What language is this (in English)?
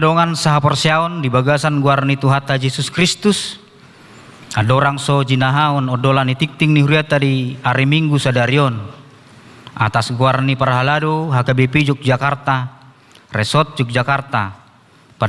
Batak Toba